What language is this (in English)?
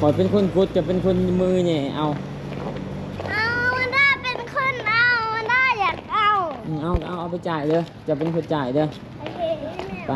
Lao